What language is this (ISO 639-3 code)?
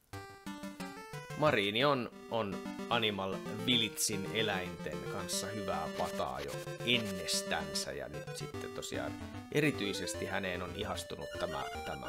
fin